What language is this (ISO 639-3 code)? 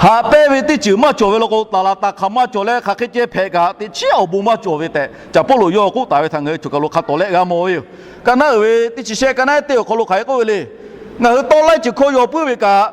lhu